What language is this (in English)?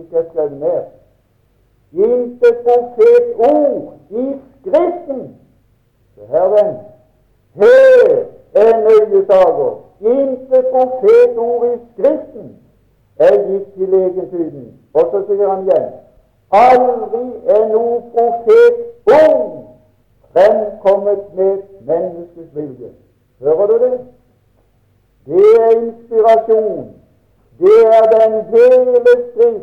Norwegian